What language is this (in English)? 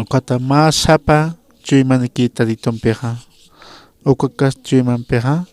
Aymara